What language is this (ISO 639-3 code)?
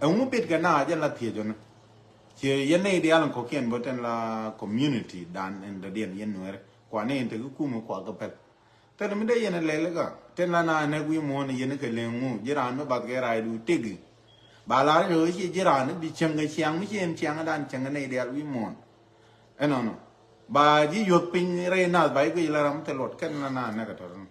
nus